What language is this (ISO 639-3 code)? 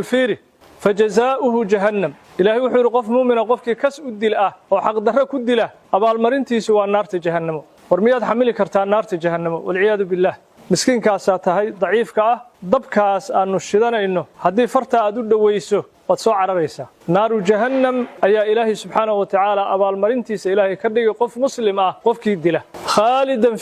som